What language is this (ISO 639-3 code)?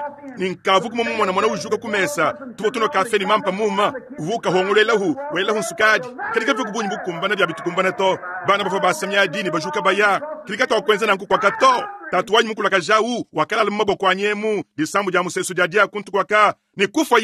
lua